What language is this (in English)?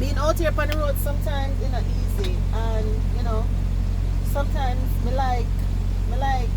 Jamaican Creole English